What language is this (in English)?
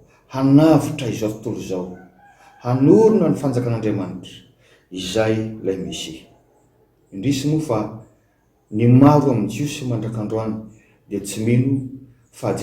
Malagasy